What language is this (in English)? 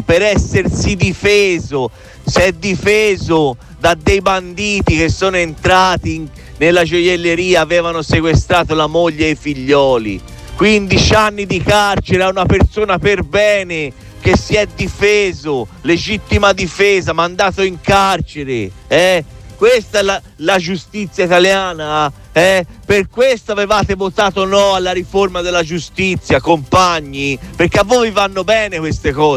Italian